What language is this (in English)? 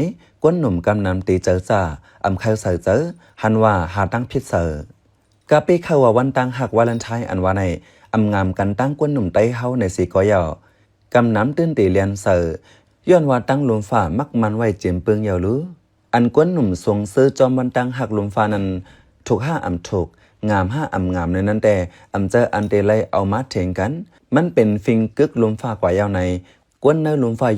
Shan